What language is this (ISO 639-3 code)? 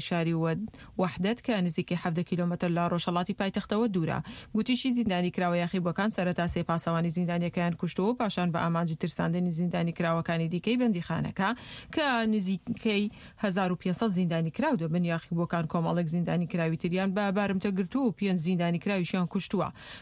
ckb